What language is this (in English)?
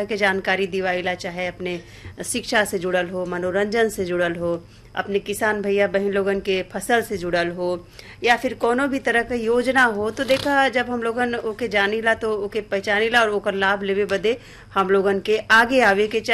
Bhojpuri